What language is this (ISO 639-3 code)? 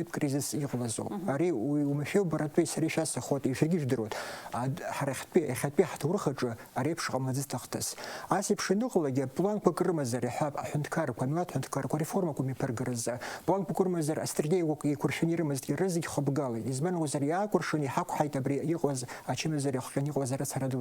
abk